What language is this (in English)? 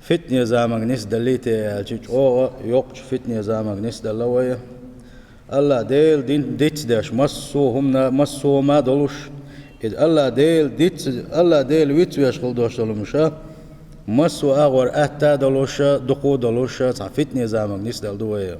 Chechen